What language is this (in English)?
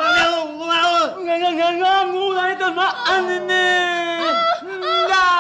Betawi